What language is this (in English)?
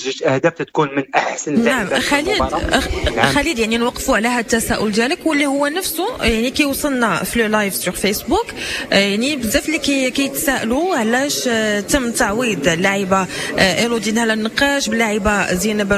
Moroccan Arabic